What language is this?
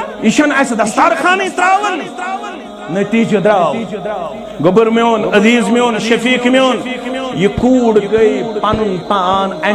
Kashmiri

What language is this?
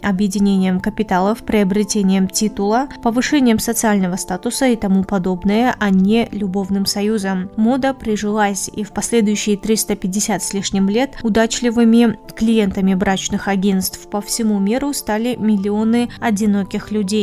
Russian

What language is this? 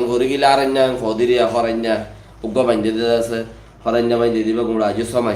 Rohingya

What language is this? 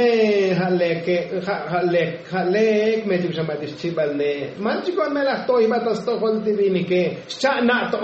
Tzotzil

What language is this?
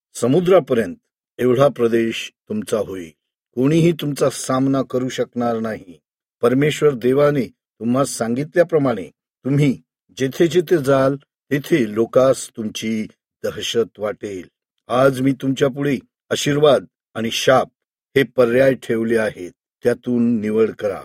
Marathi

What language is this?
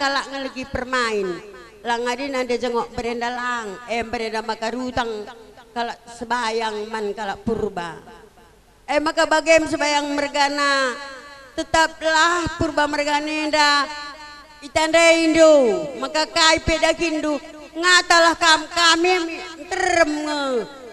Batak Karo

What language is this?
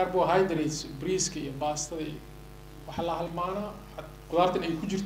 Somali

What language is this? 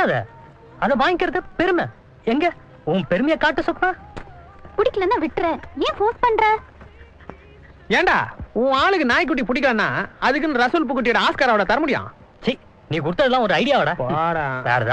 Tamil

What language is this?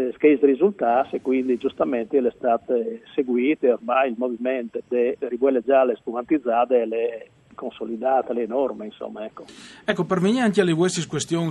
Friulian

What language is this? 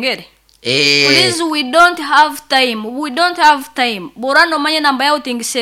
Nyoro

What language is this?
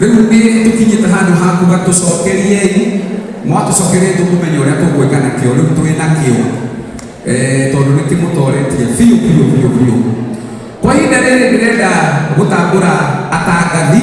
Kikuyu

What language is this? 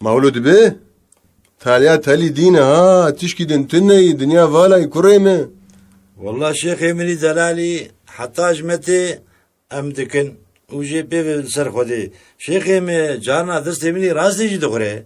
Kurdish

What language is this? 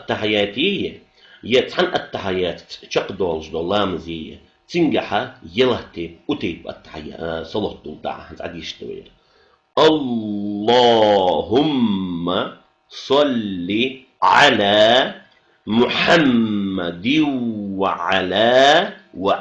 Ingush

